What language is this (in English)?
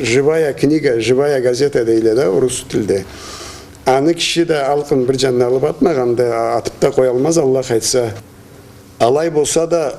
Karachay-Balkar